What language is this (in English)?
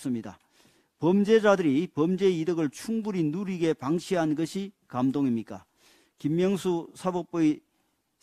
Korean